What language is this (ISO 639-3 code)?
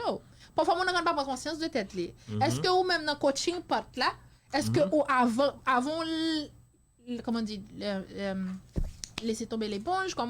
hat